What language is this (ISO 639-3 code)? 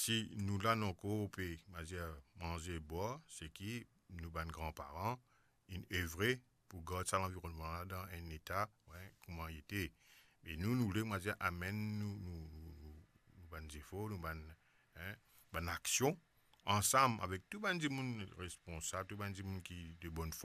mfe